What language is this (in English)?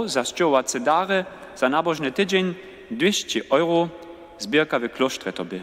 Upper Sorbian